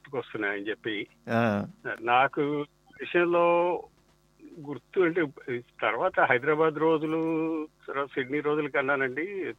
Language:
Telugu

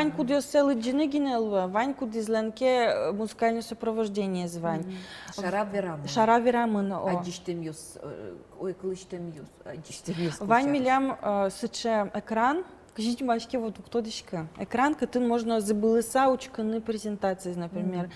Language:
Udmurt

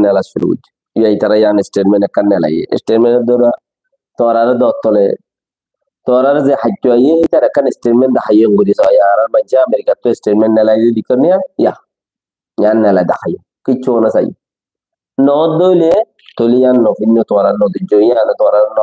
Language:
Rohingya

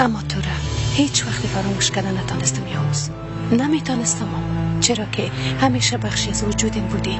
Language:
Persian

